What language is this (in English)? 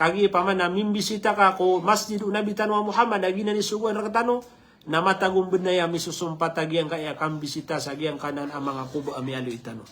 Maranao